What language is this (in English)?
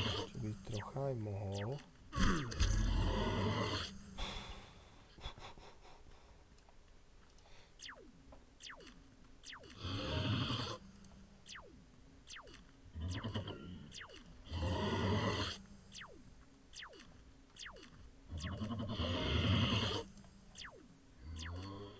Slovak